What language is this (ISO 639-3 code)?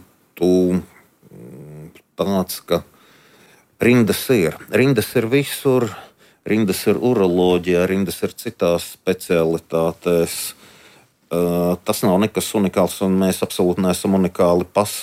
lav